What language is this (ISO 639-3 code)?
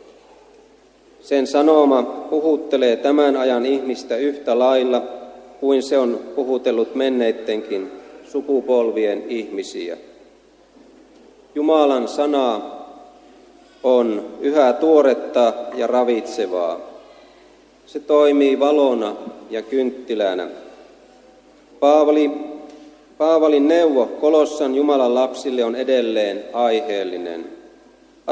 fin